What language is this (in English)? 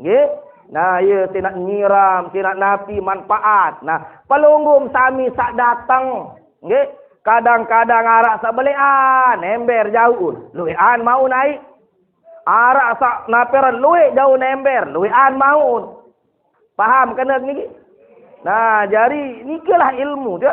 Sasak